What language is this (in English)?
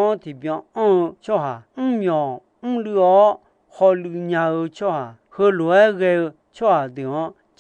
Akha